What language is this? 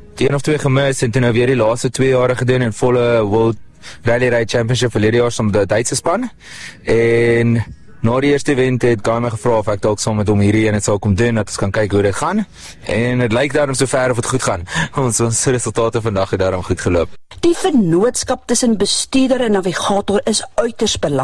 Afrikaans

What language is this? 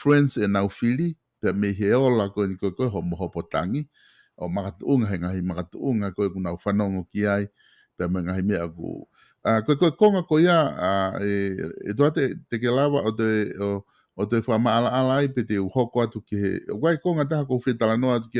Tongan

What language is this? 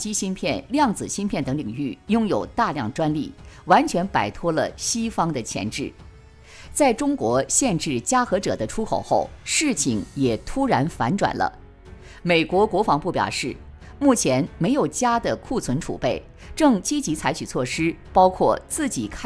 Chinese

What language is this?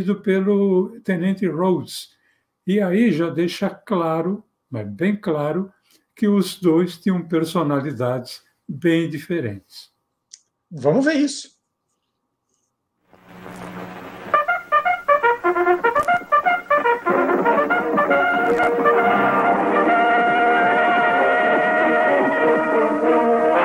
Portuguese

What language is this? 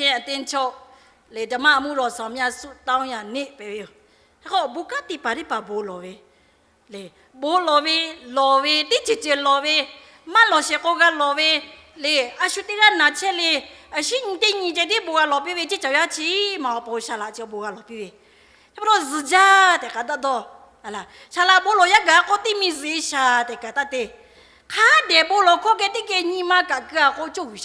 Lahu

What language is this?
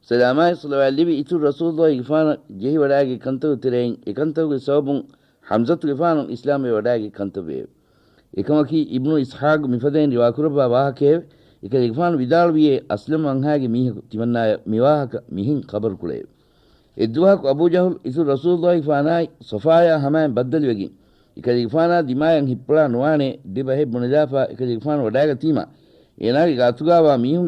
Divehi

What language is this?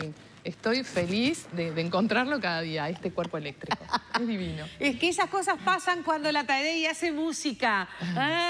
Spanish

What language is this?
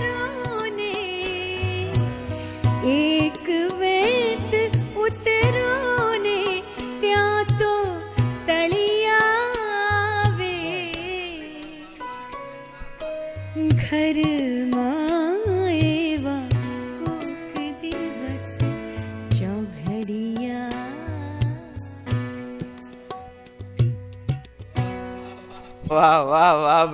Gujarati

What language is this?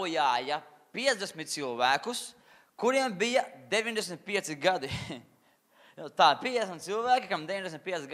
Latvian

